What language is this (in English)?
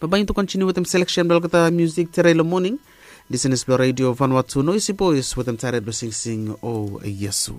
Bislama